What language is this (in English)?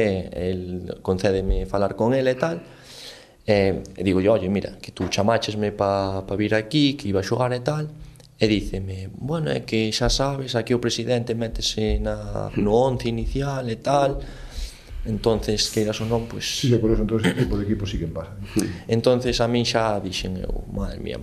Galician